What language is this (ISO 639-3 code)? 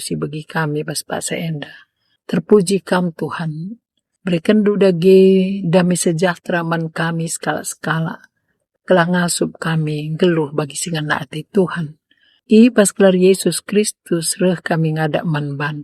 btx